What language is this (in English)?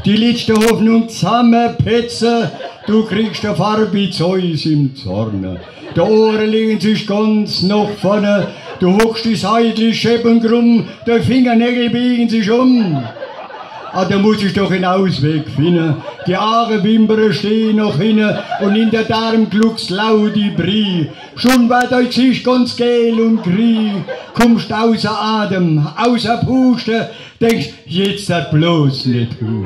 Palatine German